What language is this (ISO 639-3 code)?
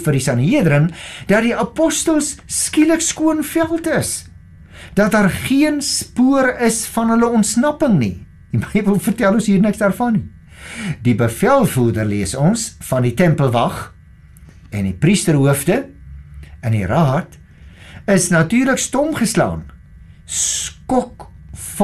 afr